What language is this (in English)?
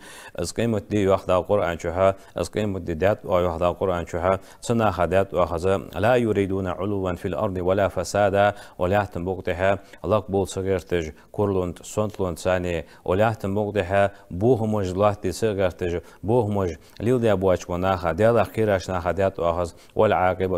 Ingush